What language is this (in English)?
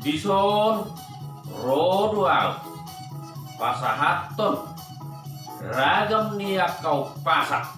Batak Toba